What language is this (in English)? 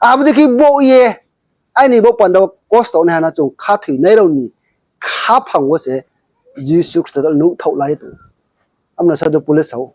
Riang (India)